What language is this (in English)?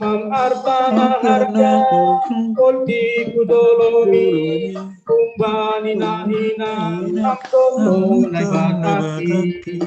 Batak Simalungun